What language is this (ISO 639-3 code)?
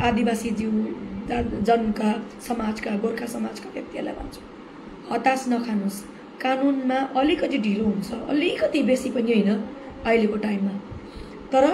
nep